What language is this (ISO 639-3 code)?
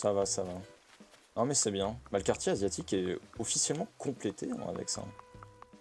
fra